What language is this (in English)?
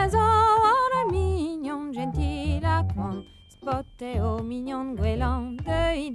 Breton